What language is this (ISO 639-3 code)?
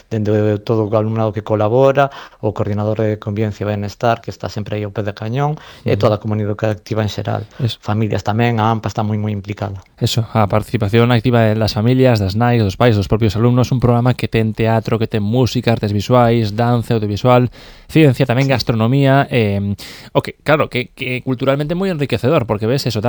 glg